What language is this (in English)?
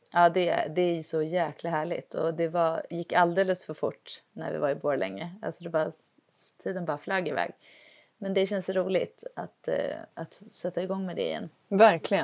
Swedish